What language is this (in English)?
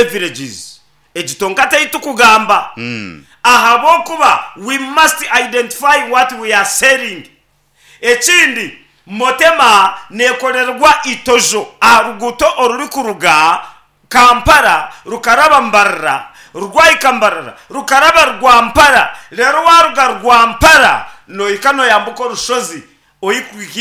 Nyankole